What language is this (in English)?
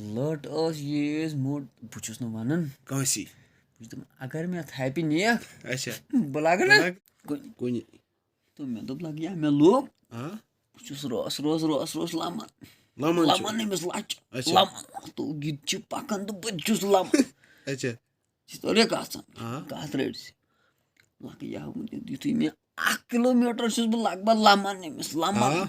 Kashmiri